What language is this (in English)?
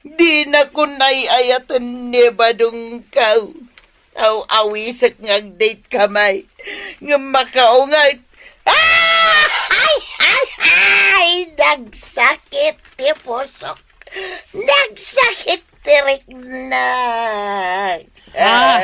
Iloko